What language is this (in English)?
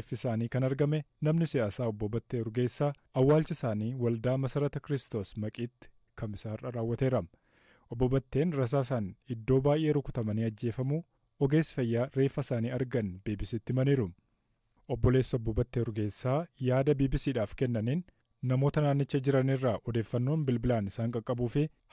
Oromo